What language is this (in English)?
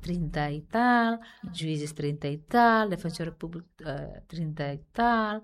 Tetum